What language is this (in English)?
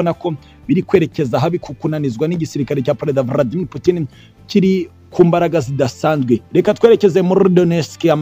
Kinyarwanda